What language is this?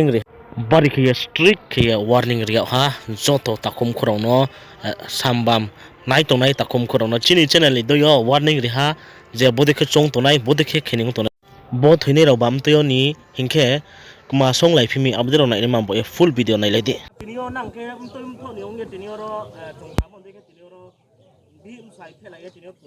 Riang (India)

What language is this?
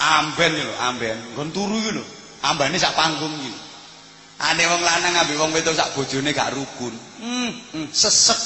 Javanese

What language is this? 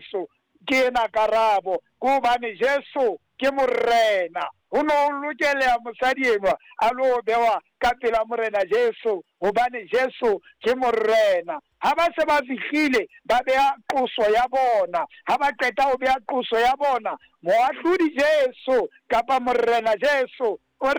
Southern Sotho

